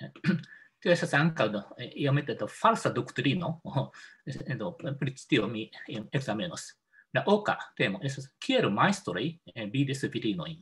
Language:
Esperanto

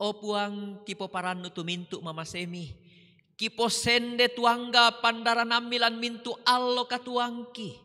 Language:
Toraja-Sa'dan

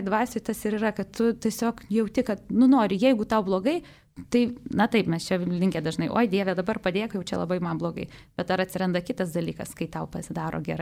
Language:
Lithuanian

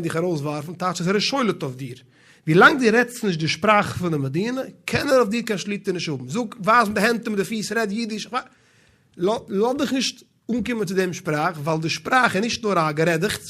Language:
Yiddish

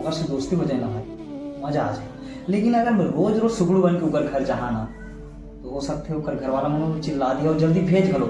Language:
Chhattisgarhi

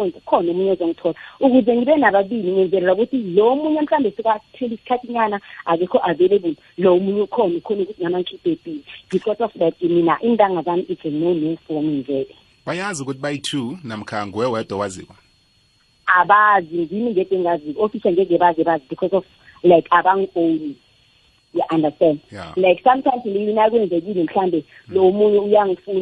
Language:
South Ndebele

